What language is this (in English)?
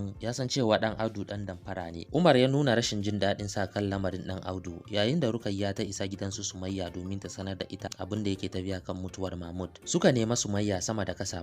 Hausa